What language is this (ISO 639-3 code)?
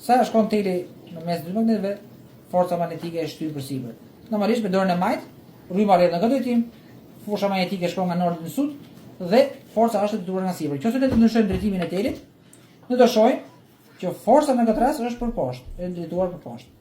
sqi